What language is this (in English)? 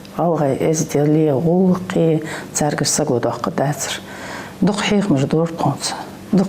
Ingush